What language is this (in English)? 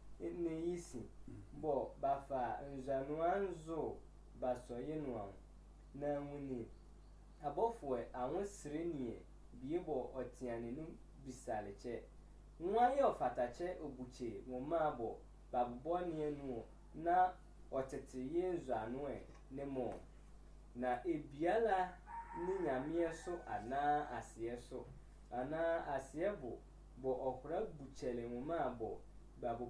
Sehwi